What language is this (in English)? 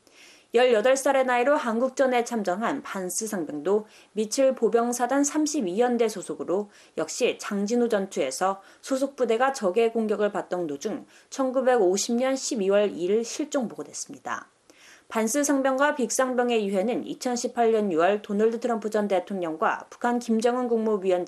Korean